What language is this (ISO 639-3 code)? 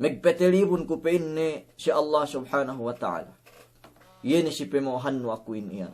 yka